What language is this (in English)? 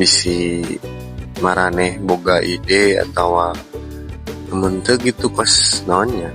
Sundanese